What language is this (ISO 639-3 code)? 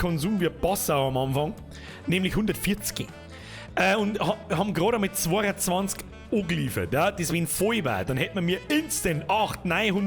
bar